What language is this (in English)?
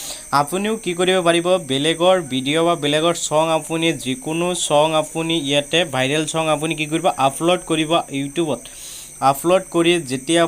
Assamese